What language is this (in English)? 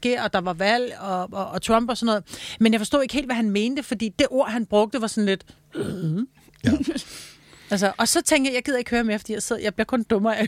Danish